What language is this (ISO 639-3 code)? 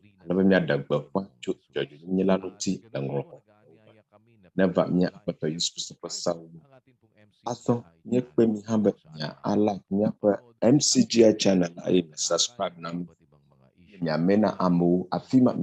ewe